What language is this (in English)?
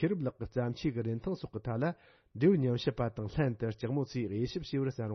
Tibetan